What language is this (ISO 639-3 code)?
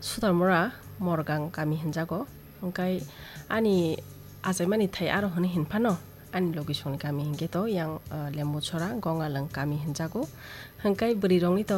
trp